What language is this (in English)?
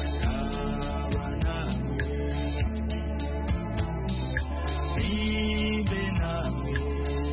Kinyarwanda